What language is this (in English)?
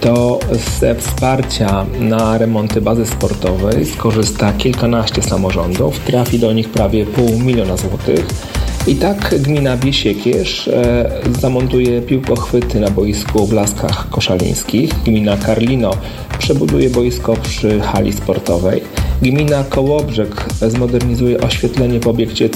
Polish